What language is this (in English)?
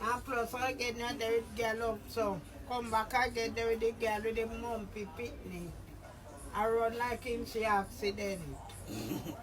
Jamaican Creole English